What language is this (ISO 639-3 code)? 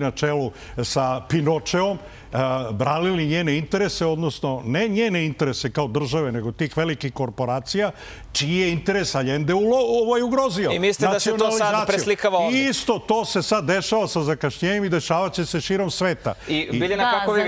srp